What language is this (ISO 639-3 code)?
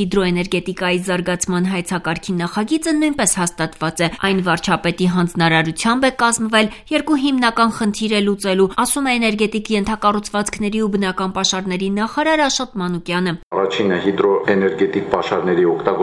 hye